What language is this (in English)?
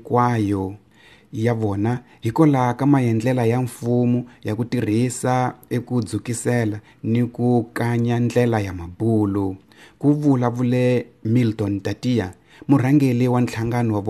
Tsonga